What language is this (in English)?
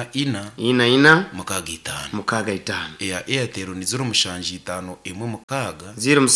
Nyankole